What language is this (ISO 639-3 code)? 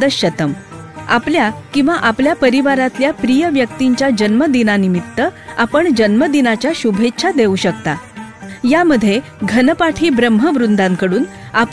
mar